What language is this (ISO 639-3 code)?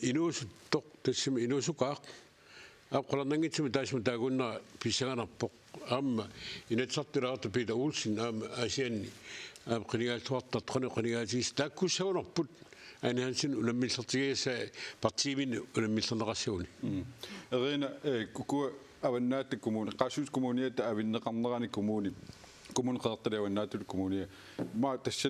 kal